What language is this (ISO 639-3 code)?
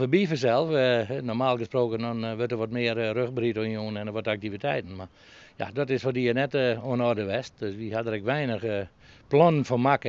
fry